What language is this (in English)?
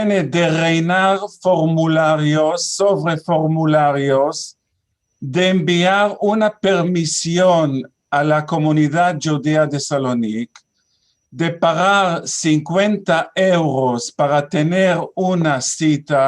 Ladino